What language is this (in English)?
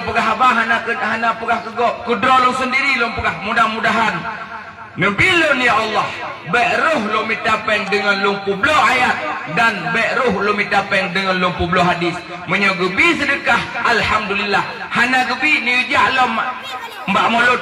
Achinese